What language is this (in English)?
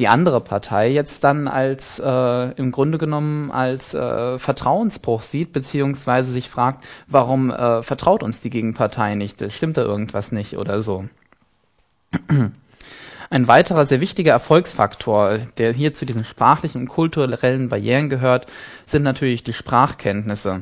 German